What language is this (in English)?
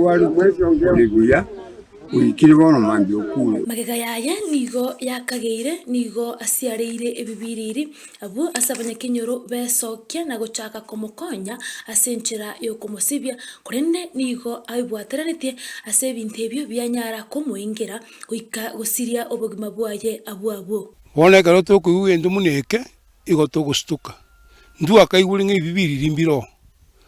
Gusii